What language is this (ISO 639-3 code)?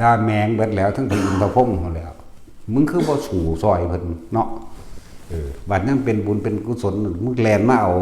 tts